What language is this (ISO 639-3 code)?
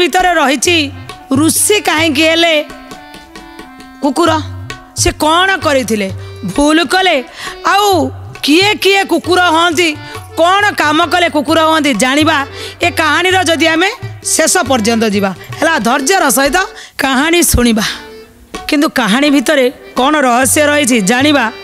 ori